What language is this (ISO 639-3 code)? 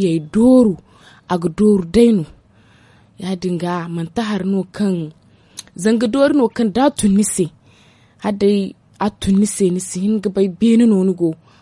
dje